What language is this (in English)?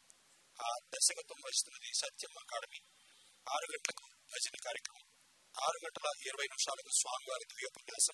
Telugu